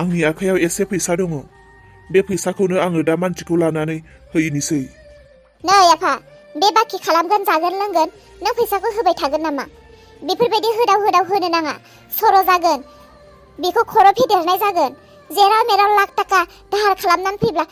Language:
Bodo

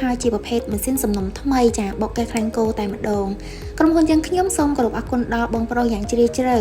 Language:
Khmer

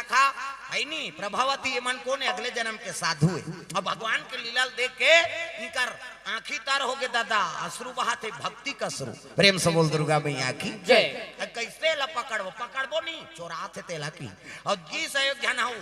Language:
Chhattisgarhi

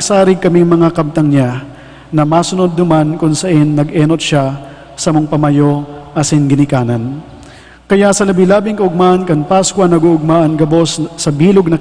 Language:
Bikol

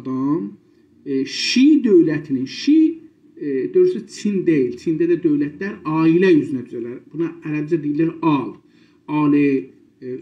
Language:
South Azerbaijani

